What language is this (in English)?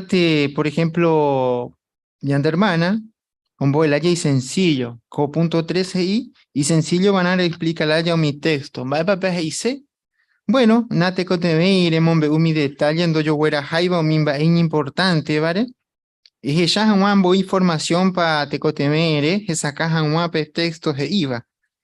Guarani